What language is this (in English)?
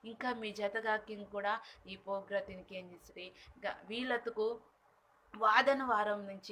Koya